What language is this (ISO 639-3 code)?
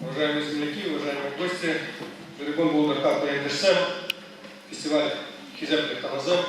chv